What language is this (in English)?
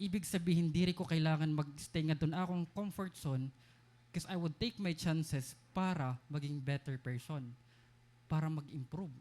Waray